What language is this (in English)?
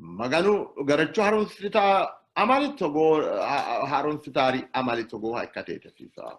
Sidamo